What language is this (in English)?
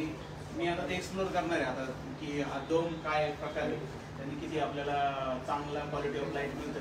Marathi